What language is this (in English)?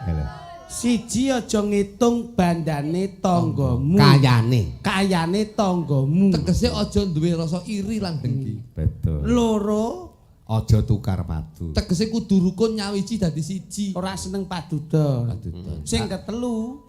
Javanese